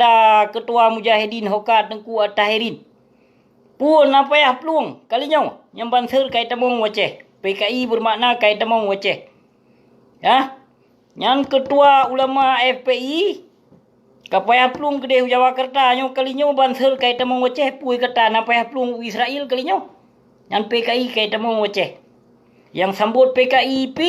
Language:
Achinese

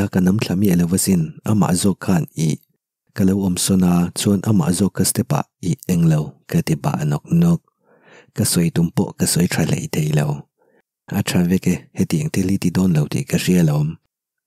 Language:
Mizo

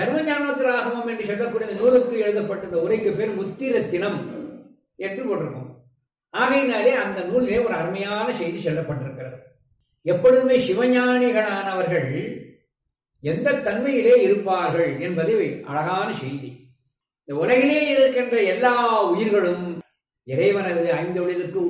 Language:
Tamil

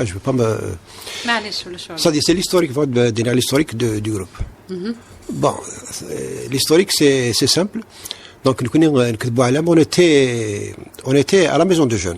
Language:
Kabyle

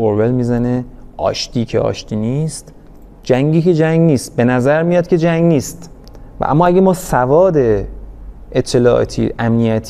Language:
Persian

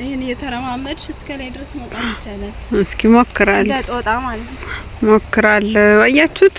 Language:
Amharic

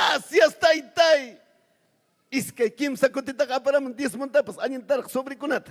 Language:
Ayacucho Quechua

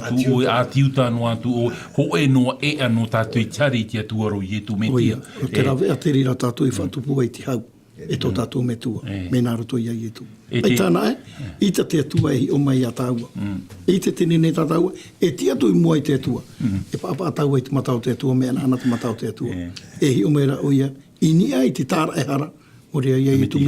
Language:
Tahitian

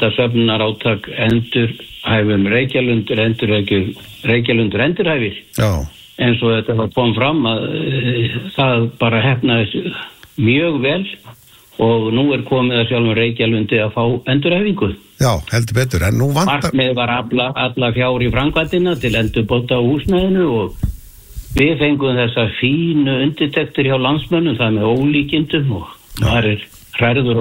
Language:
Icelandic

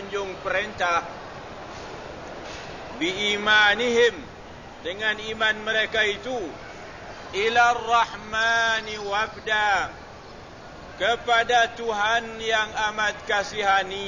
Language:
Malay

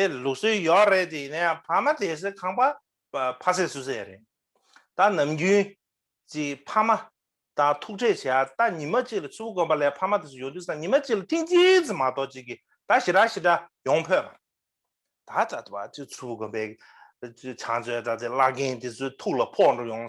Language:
Tibetan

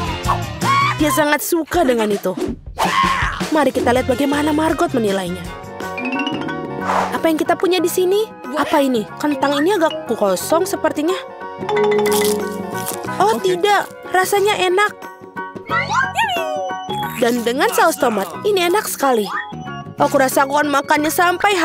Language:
Indonesian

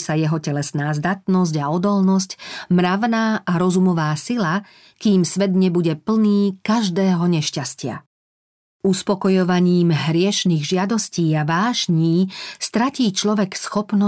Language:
Slovak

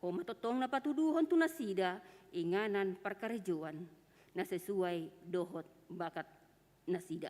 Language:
Batak Toba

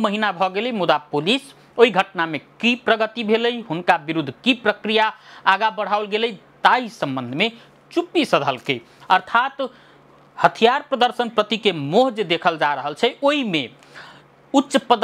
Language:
Maithili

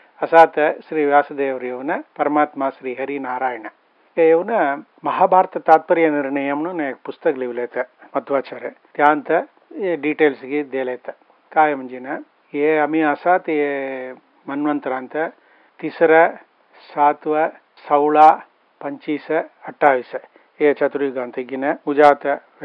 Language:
Marathi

